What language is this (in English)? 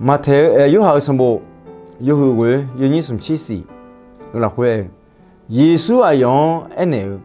Akha